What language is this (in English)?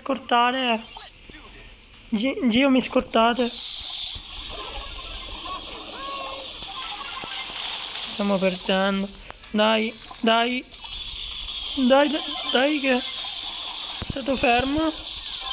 Italian